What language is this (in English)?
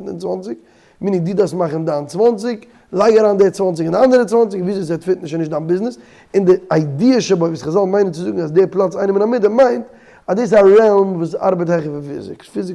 Yiddish